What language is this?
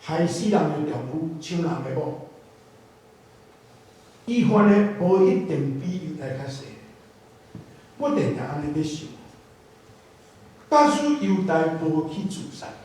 Min Nan Chinese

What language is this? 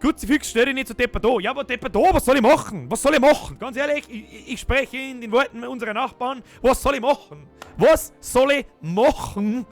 Bavarian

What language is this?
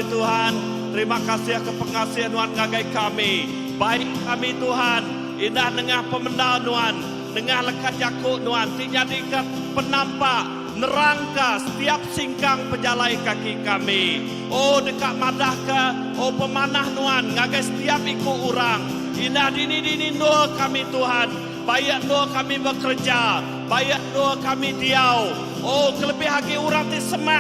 Iban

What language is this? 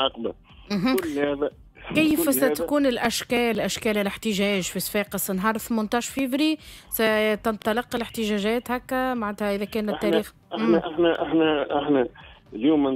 Tunisian Arabic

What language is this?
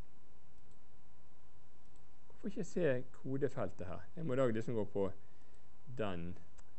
Norwegian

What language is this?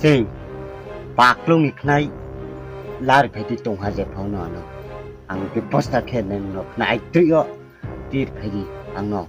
Riang (India)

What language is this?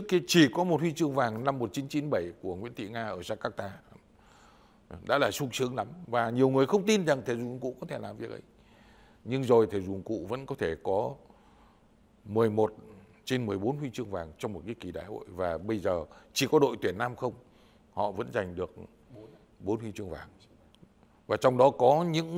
Vietnamese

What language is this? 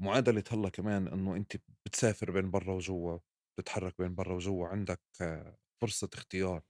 North Levantine Arabic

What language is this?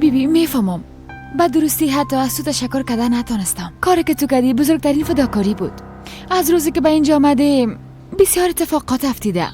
Persian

